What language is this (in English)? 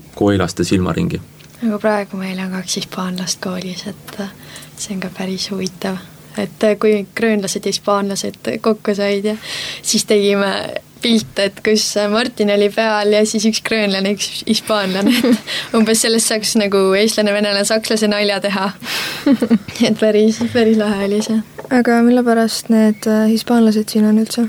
Estonian